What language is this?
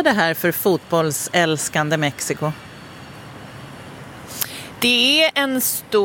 Swedish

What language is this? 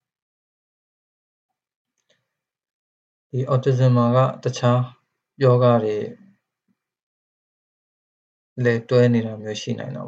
Burmese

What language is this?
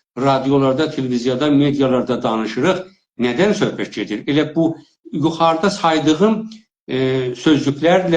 South Azerbaijani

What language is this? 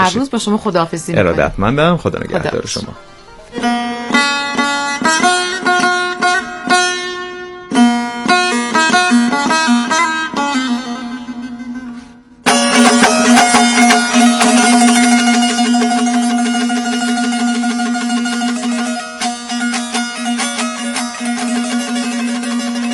Persian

